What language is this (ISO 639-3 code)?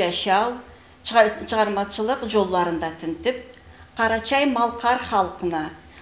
krc